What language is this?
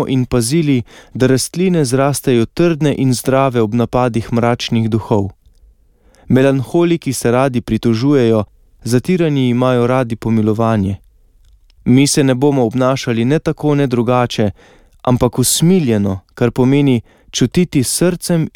Slovenian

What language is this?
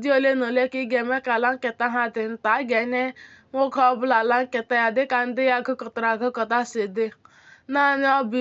Igbo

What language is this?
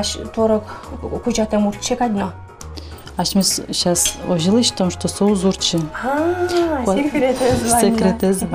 Udmurt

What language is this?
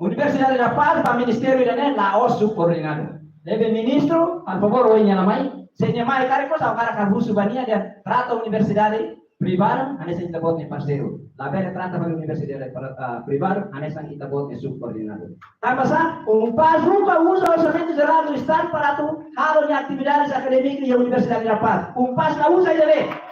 Tetum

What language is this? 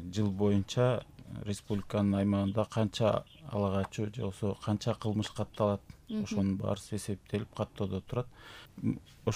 Kyrgyz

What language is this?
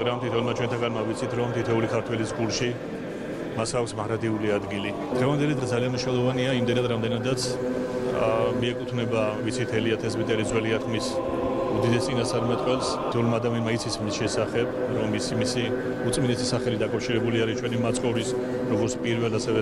Georgian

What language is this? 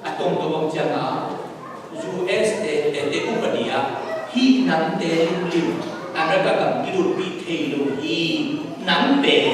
Tedim Chin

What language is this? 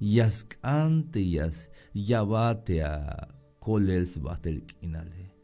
Tzeltal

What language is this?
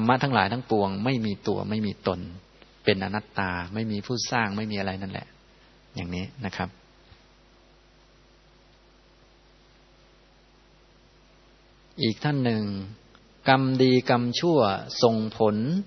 Thai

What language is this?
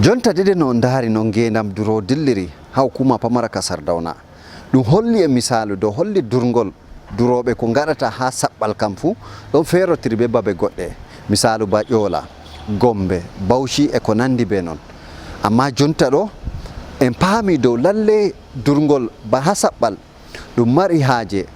Fula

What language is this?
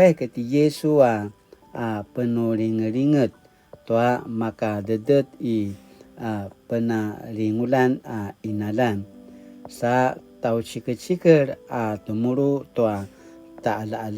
Paiwan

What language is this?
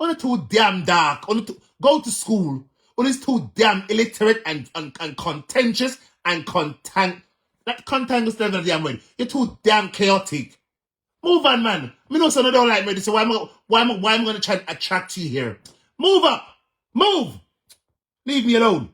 Jamaican Creole English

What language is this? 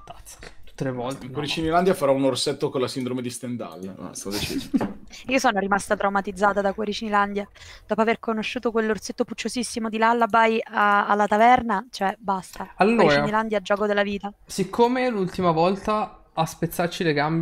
Italian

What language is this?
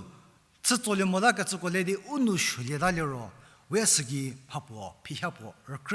Angami Naga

